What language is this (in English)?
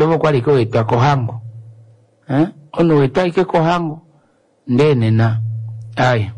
Kuanyama